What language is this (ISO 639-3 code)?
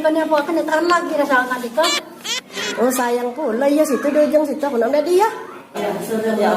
mui